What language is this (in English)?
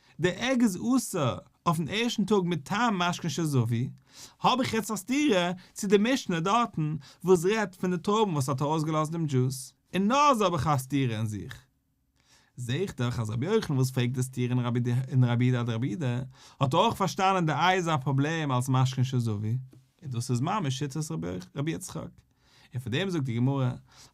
Yiddish